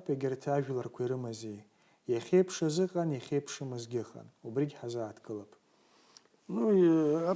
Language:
Abkhazian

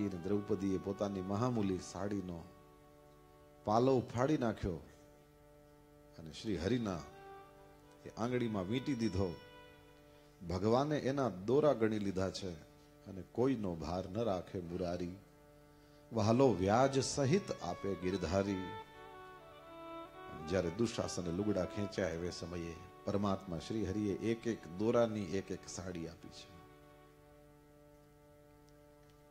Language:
Gujarati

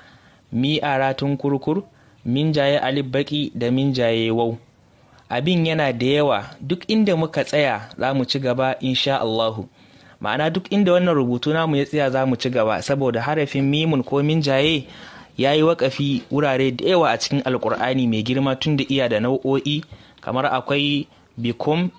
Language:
Hausa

